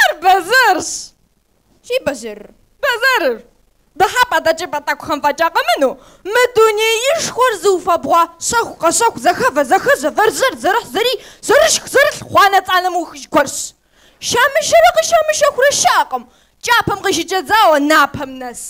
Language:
Kabardian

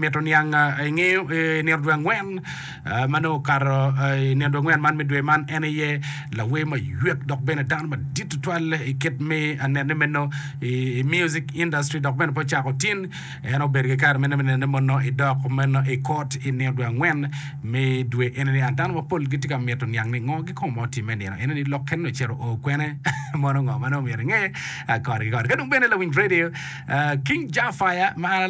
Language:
Acoli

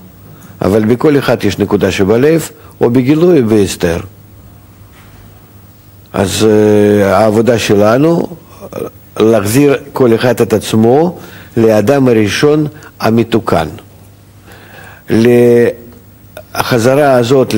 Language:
Hebrew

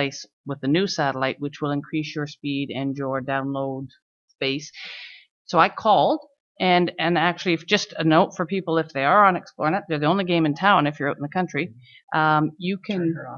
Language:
English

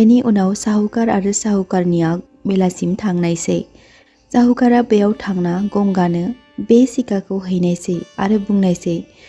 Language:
Bodo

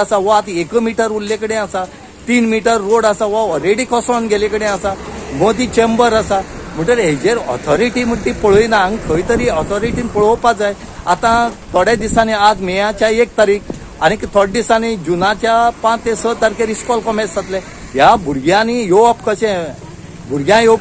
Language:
Konkani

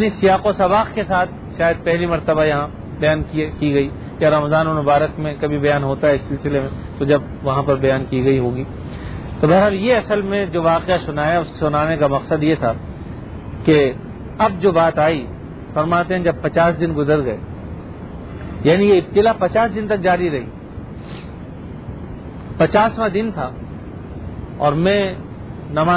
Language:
Urdu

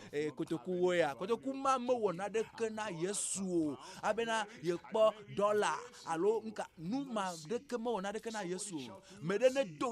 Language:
Ewe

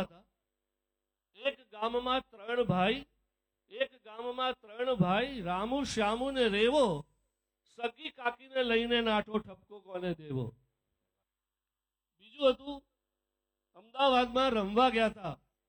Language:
Gujarati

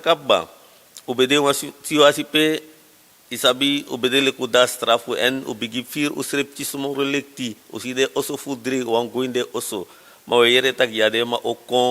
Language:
Sranan Tongo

